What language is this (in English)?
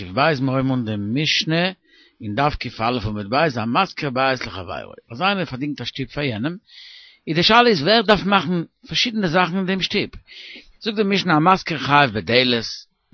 Yiddish